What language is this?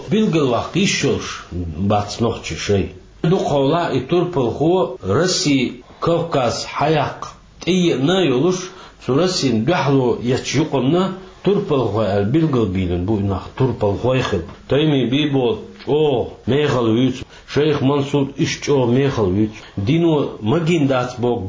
Chechen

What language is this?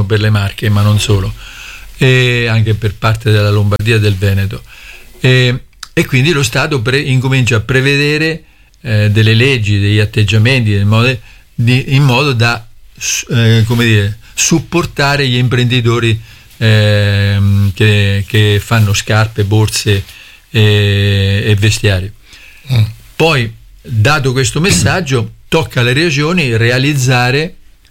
Italian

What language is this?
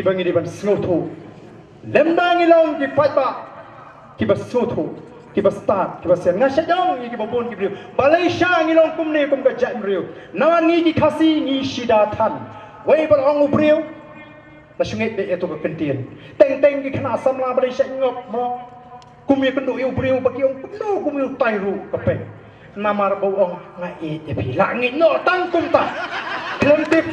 Khasi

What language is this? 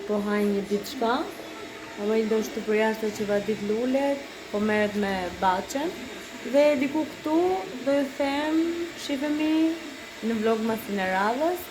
Albanian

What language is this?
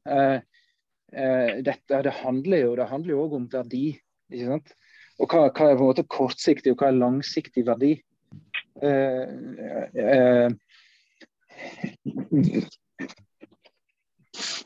Norwegian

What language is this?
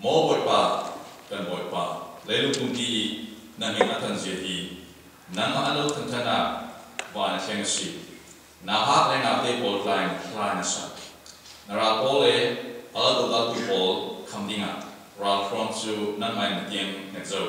Falam Chin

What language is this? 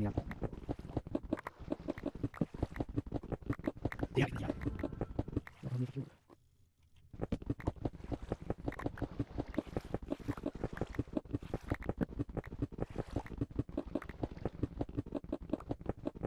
Swedish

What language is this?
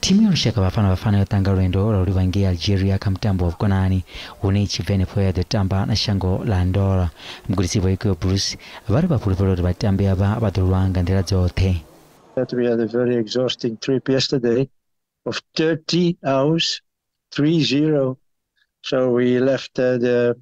Venda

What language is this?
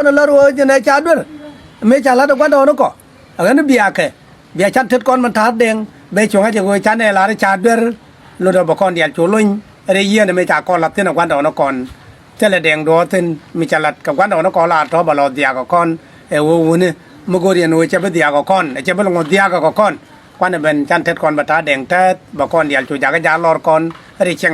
Nuer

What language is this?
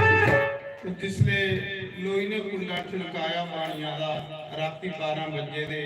Dogri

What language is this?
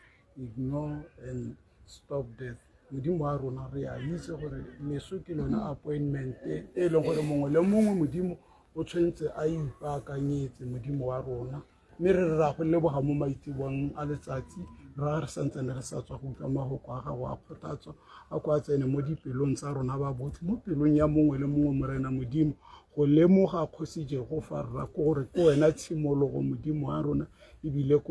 Tswana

